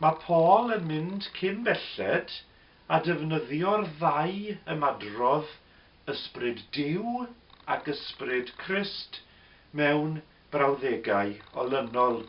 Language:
Welsh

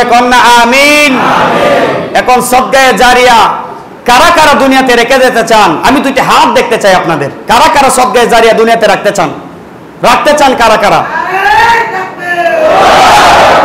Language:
Bangla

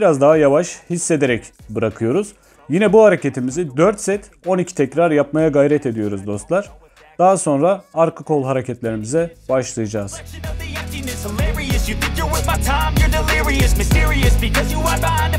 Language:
Turkish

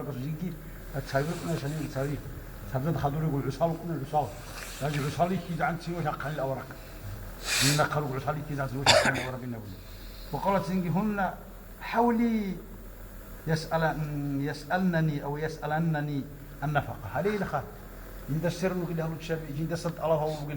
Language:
Avaric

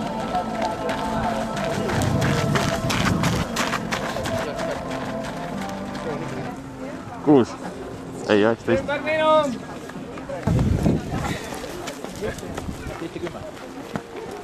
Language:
Estonian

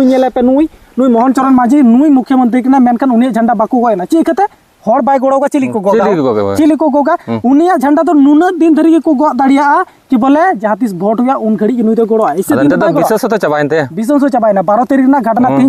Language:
Santali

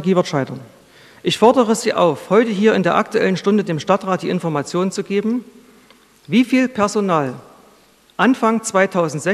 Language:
German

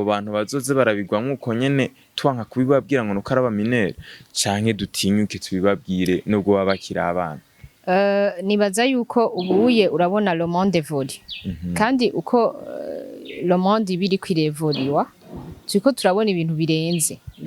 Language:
Rundi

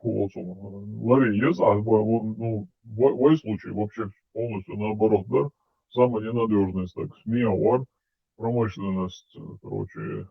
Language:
Chechen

